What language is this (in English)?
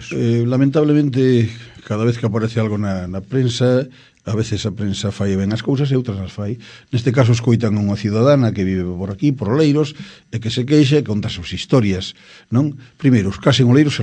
Galician